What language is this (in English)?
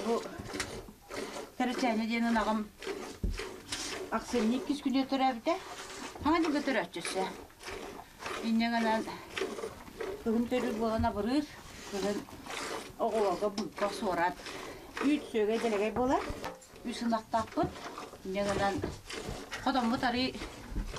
Yakut